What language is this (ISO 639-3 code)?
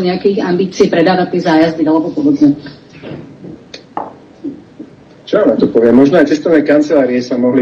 slk